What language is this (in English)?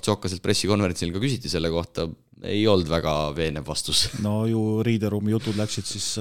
Estonian